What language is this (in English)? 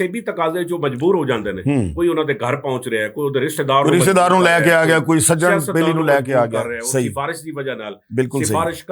Western Panjabi